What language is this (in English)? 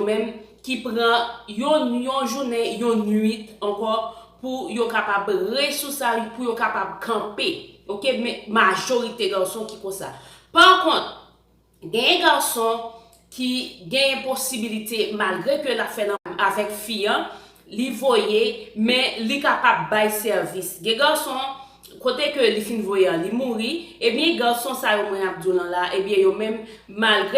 Haitian Creole